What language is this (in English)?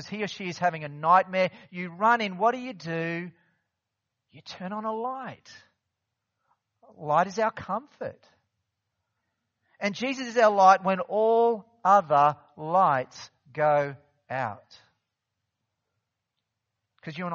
English